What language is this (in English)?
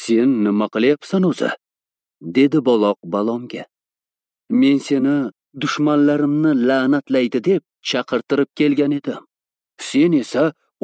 Uzbek